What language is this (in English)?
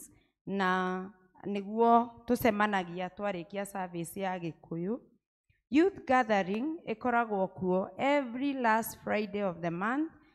Kikuyu